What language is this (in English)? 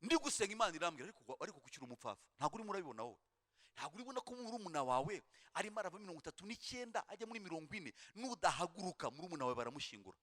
Kinyarwanda